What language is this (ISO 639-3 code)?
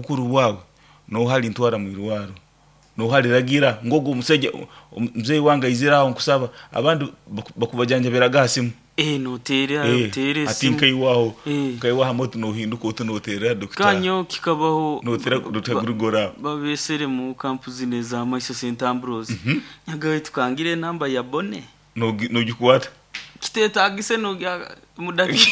nyo